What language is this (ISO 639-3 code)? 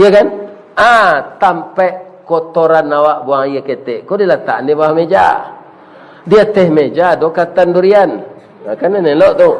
min